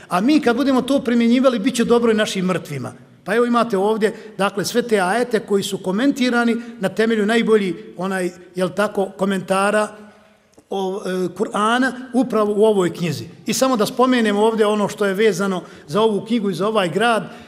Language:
Bosnian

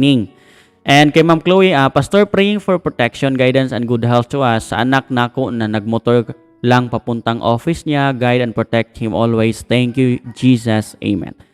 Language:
Cebuano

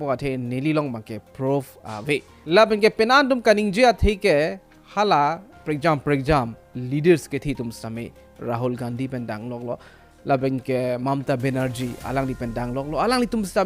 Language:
Karbi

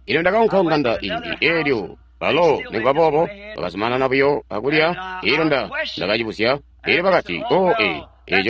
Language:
Tonga (Zambia)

